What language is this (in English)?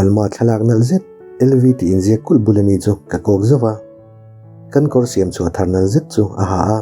Mizo